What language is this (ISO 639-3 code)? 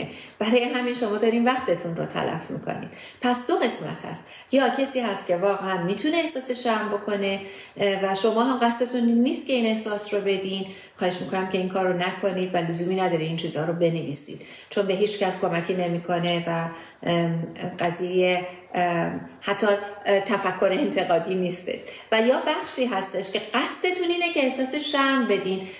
fas